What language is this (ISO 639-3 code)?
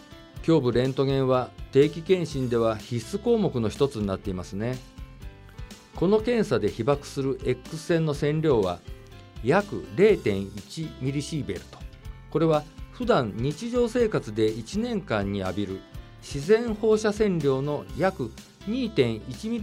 jpn